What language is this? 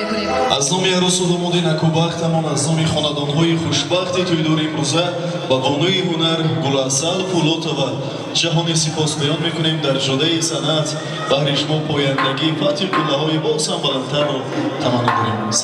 Tajik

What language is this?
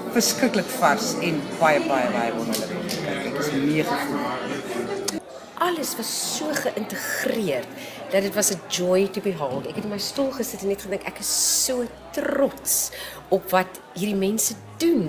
Afrikaans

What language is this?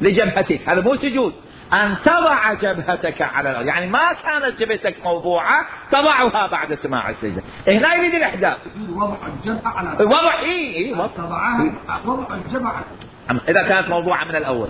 Mesopotamian Arabic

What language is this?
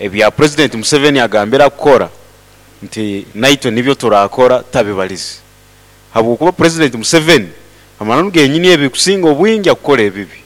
Nyankole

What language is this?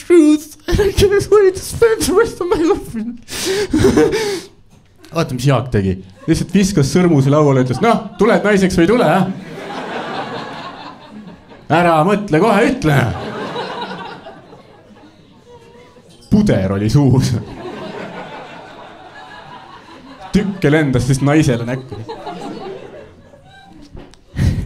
Estonian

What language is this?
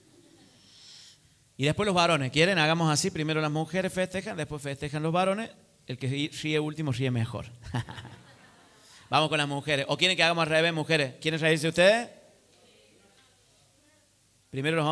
Spanish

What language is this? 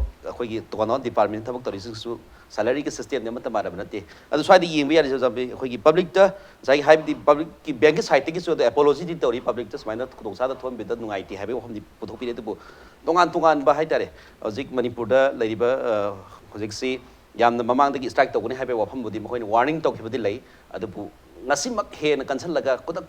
Manipuri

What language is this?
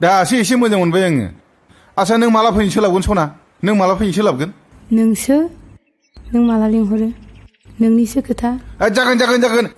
Bodo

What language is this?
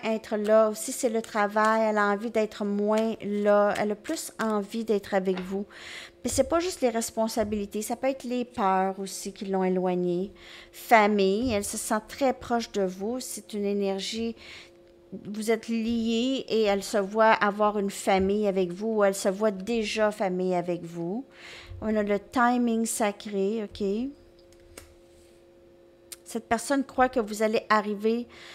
French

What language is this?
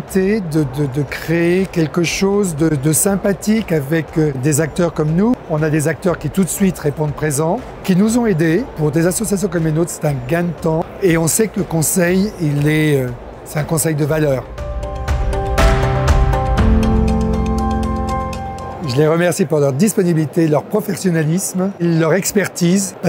French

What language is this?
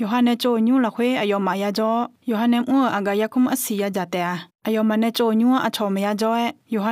Akha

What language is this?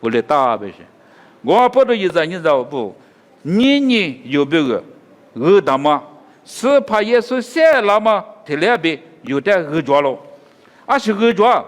Lisu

